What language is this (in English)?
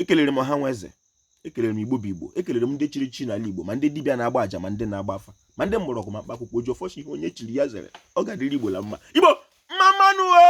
Igbo